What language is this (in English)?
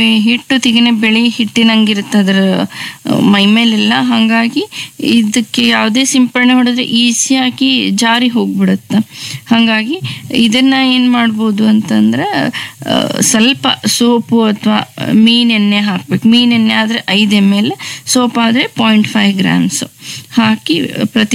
Kannada